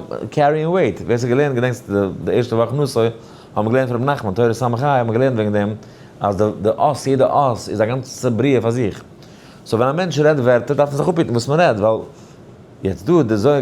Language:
Yiddish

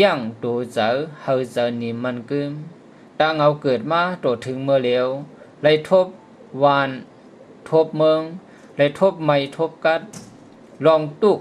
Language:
Shan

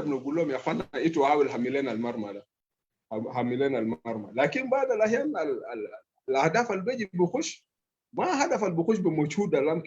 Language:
Sudanese Arabic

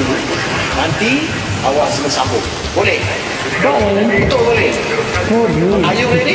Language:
Malay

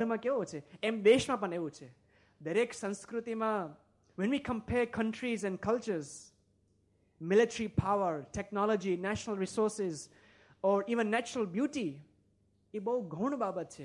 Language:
Gujarati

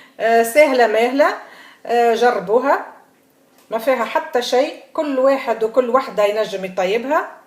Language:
Tunisian Arabic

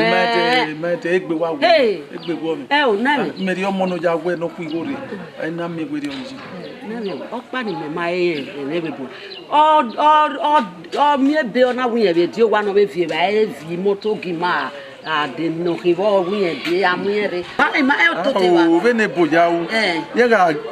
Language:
Bini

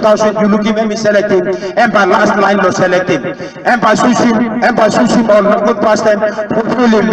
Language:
Tok Pisin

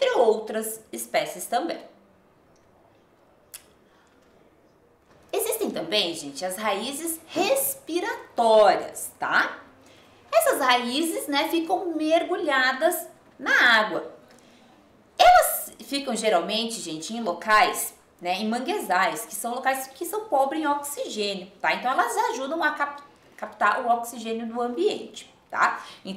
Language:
Portuguese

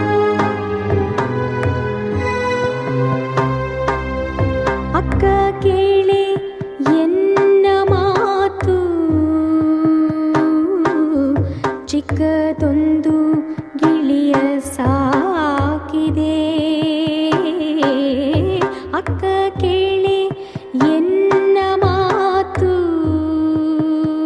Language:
Kannada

